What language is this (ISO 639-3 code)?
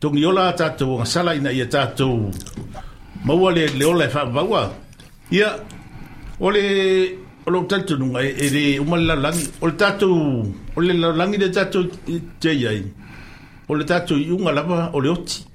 smo